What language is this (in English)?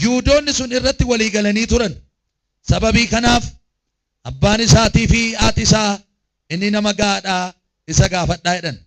Oromo